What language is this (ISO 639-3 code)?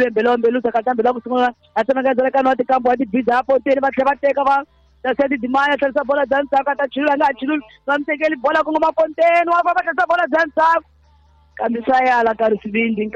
tso